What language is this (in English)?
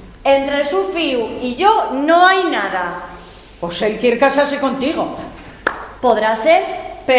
Asturian